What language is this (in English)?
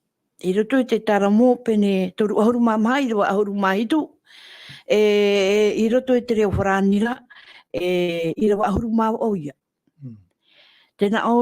Tahitian